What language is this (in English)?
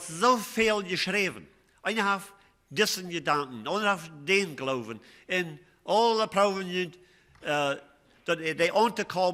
Plautdietsch